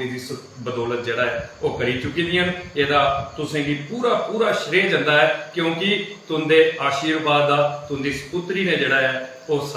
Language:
Dogri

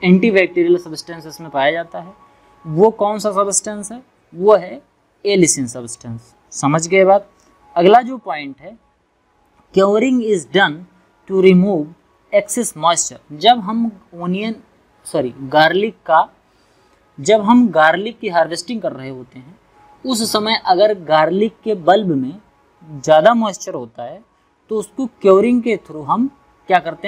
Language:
Hindi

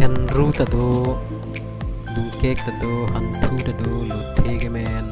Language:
Karbi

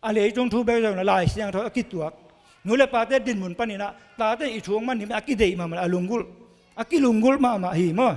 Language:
Tedim Chin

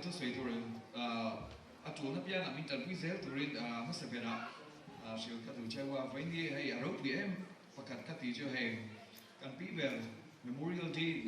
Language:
Mizo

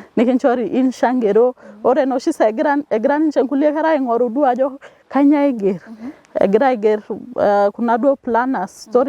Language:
Masai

